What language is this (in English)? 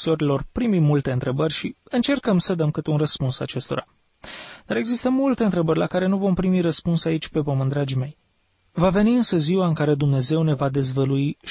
Romanian